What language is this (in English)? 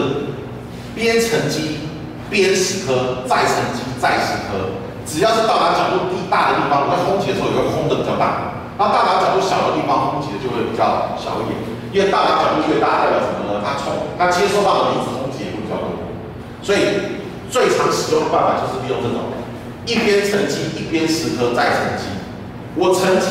Chinese